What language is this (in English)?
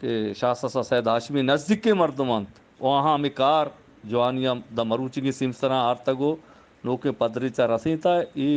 Eastern Balochi